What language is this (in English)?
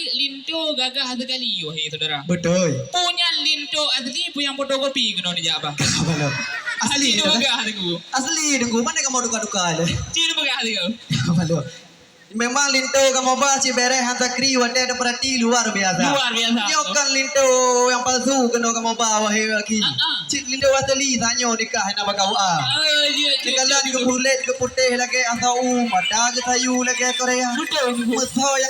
Achinese